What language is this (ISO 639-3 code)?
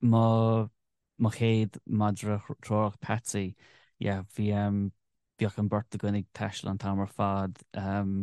gle